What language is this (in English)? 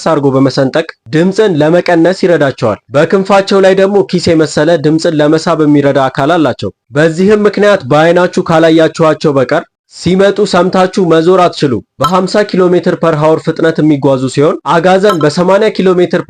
Amharic